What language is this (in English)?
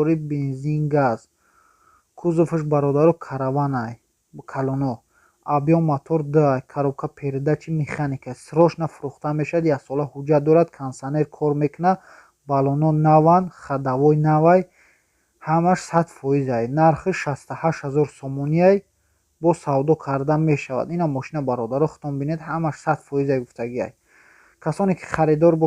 Tajik